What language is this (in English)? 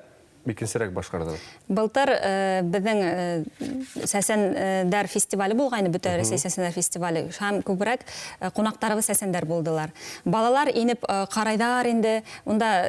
Bashkir